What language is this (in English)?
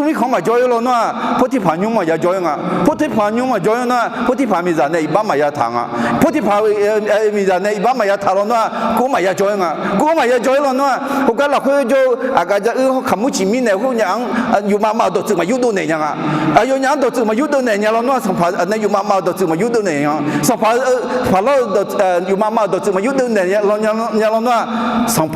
Akha